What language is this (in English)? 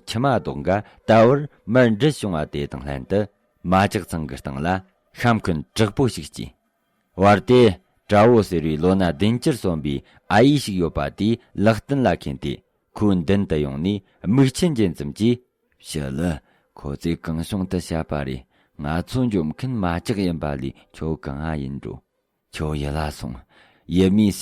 Tibetan